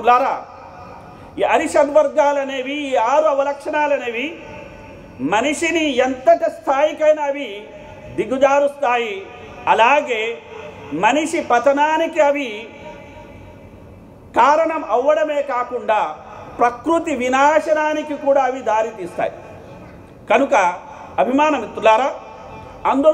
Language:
Telugu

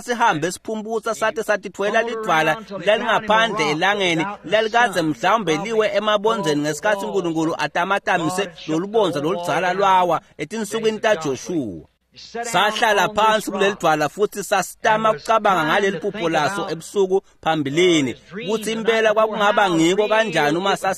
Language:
Swati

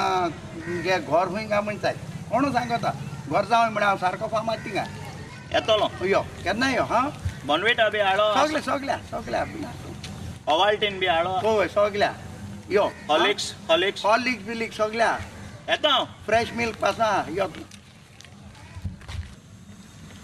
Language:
Konkani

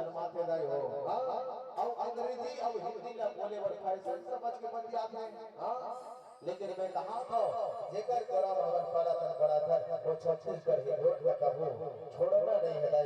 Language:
Chhattisgarhi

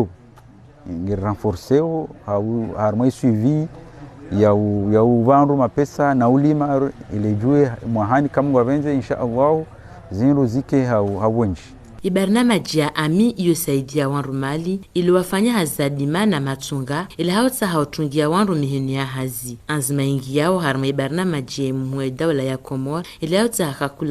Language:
Ngazidja Comorian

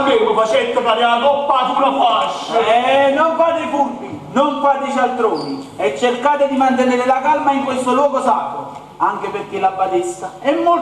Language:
Neapolitan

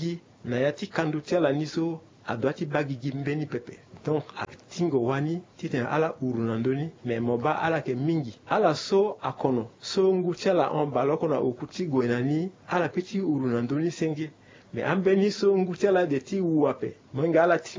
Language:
Sango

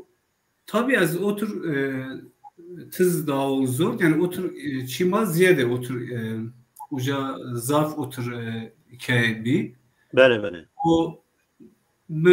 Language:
Zaza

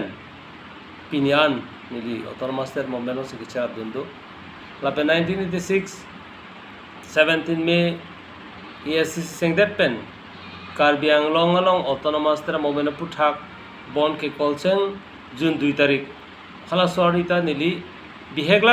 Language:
Karbi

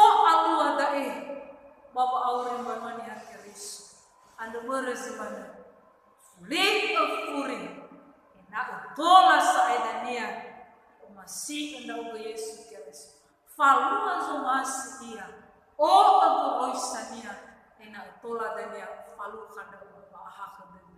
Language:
Nias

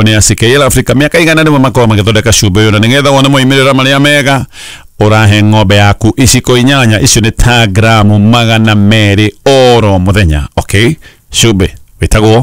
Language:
Kikuyu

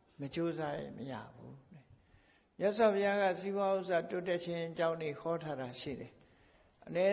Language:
Burmese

